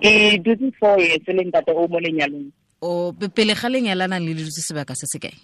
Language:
Tswana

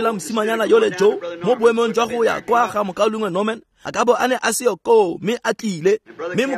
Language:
Tswana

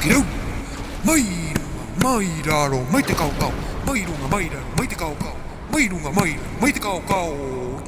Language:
Rapanui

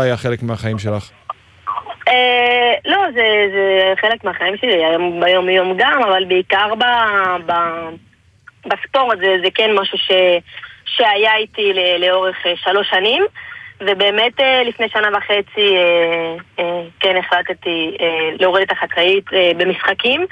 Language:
Hebrew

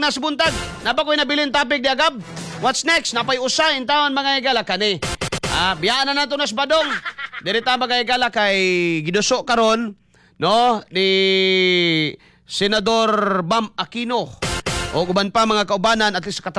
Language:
Cebuano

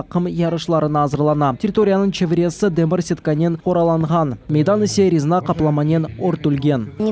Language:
Crimean Tatar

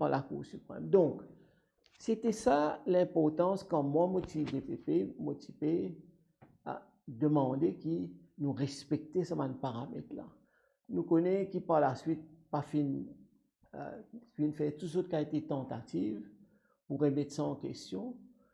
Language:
Morisyen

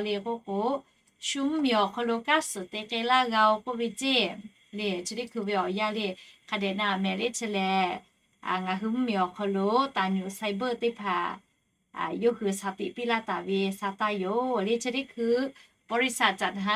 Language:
Lahu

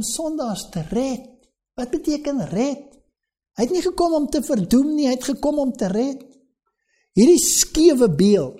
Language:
Afrikaans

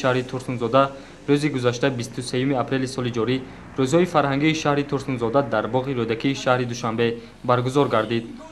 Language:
Tajik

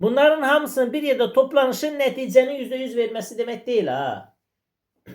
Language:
Azerbaijani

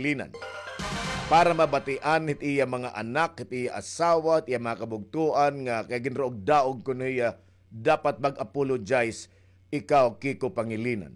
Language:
Waray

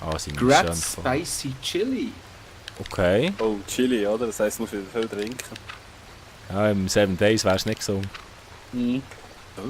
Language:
Swiss German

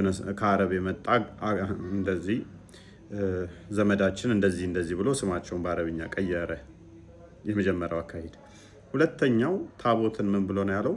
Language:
Amharic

